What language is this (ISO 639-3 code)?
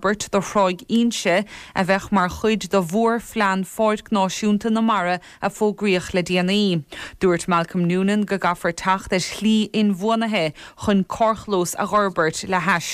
gle